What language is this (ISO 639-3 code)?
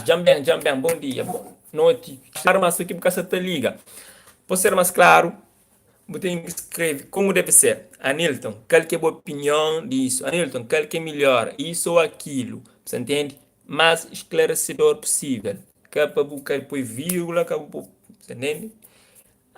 kea